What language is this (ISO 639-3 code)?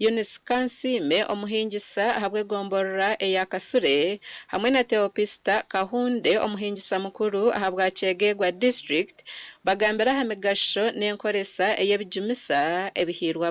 nyn